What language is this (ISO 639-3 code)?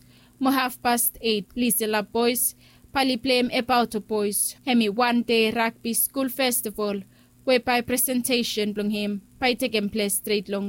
bis